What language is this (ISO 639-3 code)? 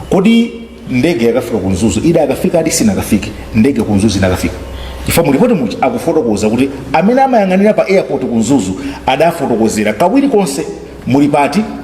nya